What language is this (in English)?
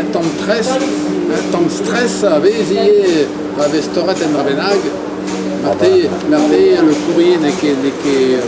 Breton